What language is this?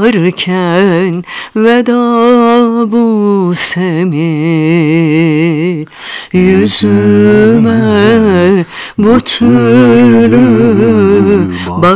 Turkish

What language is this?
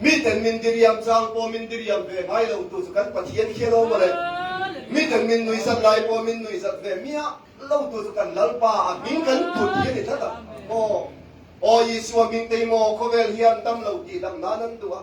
Mizo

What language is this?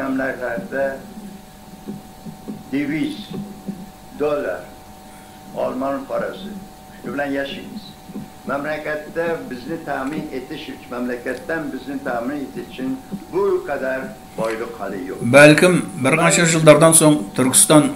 Kazakh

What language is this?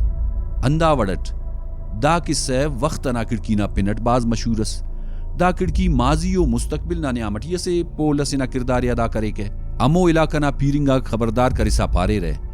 Brahui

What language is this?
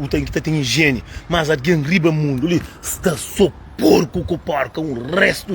Kabuverdianu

